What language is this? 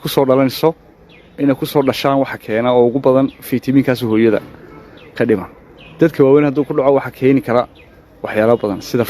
Somali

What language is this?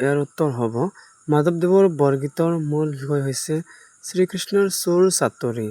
Assamese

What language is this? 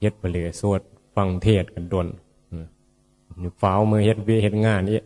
Northeastern Thai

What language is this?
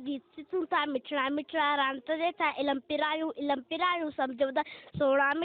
Sindhi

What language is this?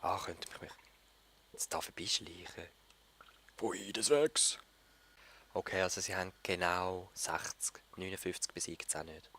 Swiss German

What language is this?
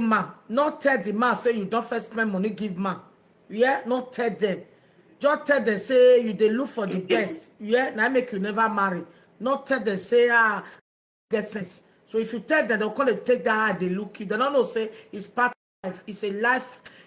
Nigerian Pidgin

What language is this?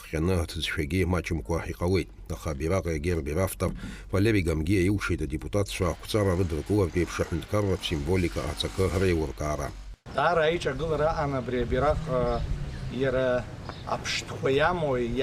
Abkhazian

